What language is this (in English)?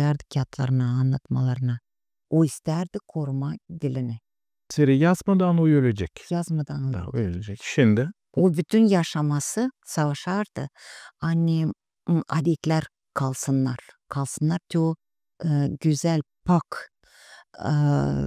Gagauz